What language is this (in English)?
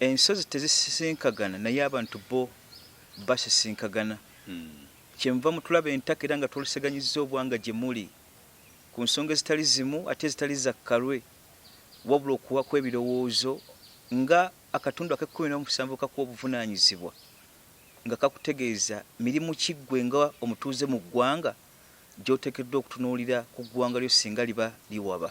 Ganda